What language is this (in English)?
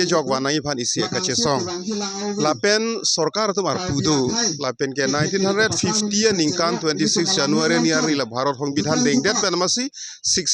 Karbi